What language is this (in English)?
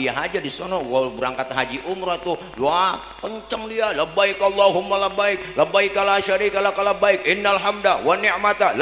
Betawi